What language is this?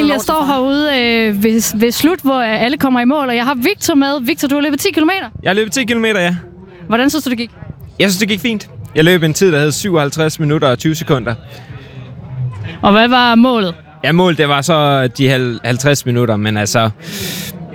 Danish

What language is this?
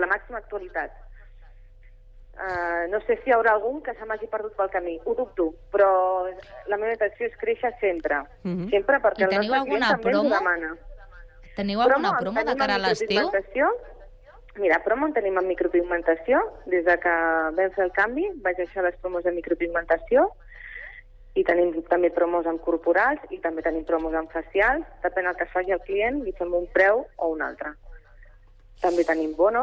Catalan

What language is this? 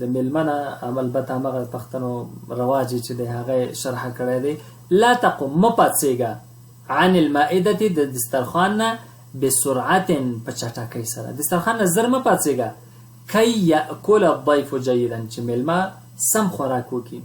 Pashto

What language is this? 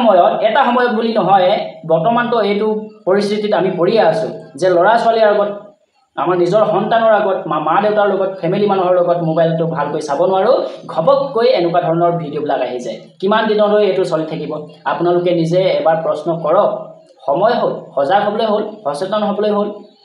Assamese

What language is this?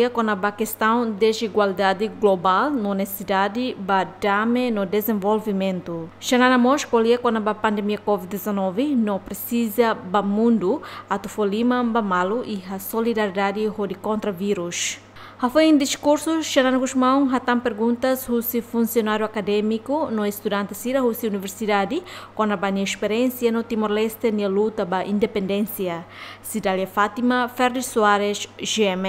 Tetum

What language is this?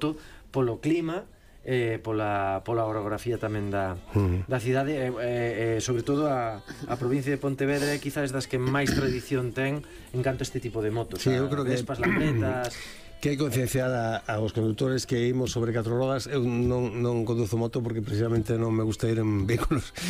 Galician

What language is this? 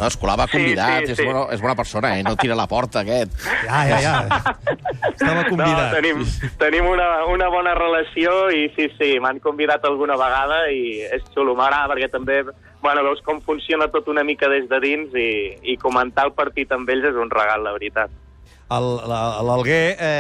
Catalan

